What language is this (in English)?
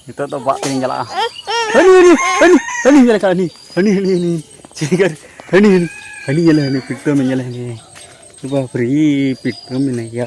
Santali